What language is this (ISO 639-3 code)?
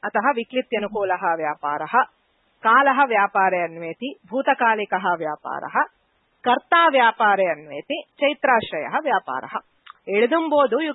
san